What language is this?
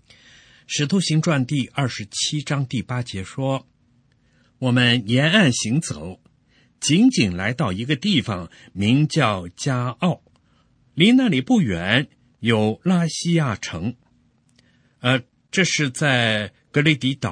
Chinese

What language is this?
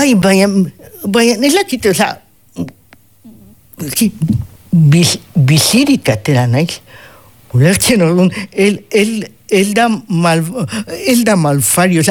Basque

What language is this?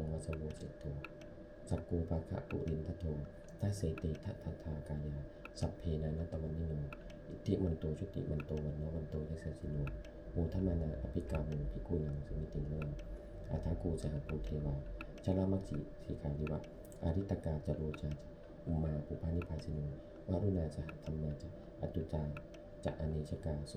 Pali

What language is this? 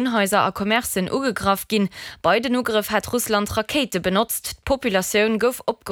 Luxembourgish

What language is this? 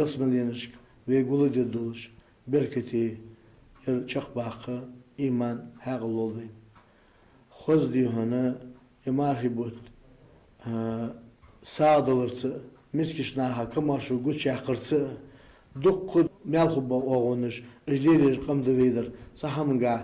Ingush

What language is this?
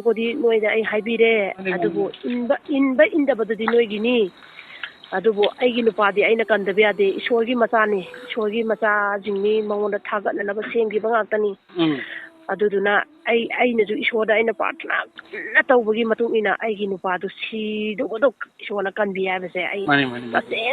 Manipuri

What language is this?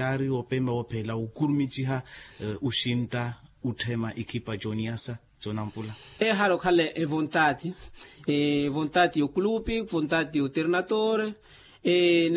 Makhuwa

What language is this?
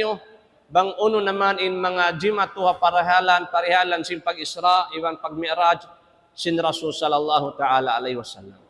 Tausug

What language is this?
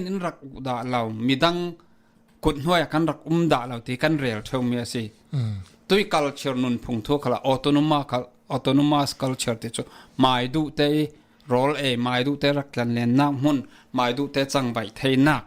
Falam Chin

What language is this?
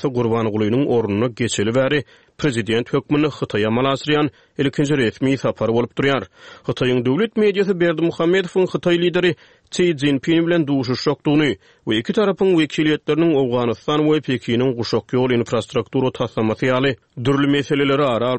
Turkmen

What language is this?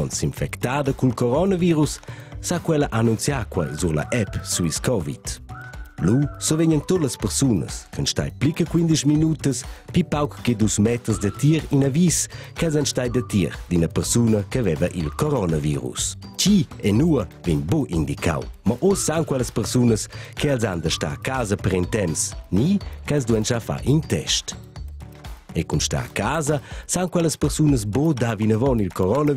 Romansh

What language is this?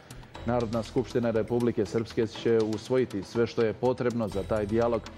Bosnian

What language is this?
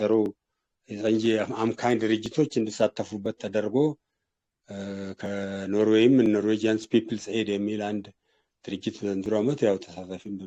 Amharic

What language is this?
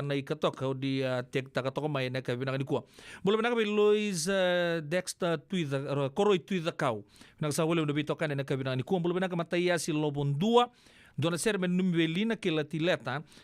Fijian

